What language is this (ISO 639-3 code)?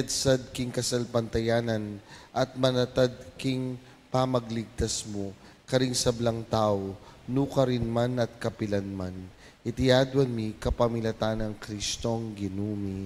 pam